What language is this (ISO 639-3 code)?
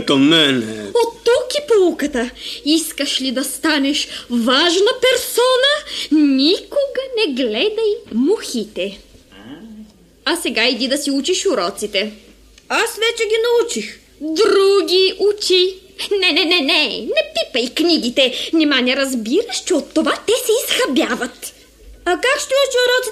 bul